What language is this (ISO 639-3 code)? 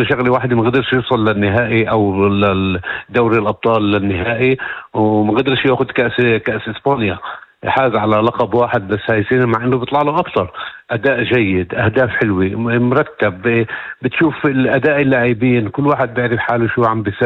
apc